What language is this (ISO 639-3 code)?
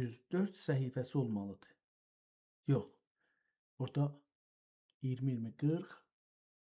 azb